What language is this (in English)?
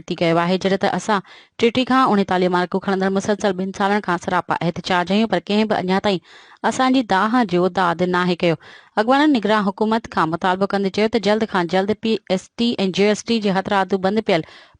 Sindhi